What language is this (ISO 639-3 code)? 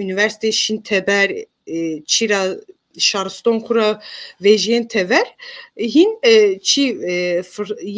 zza